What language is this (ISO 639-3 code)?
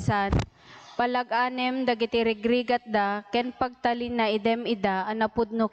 ilo